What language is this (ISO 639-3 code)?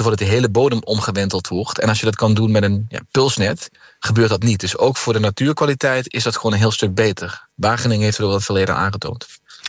nld